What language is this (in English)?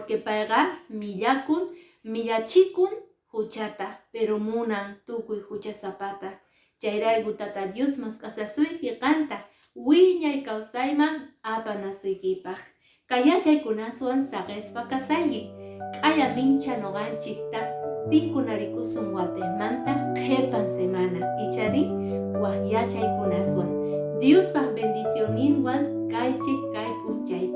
Quechua